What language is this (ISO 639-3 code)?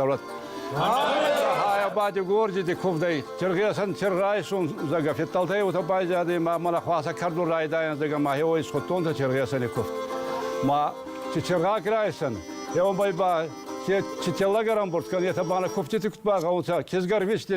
oss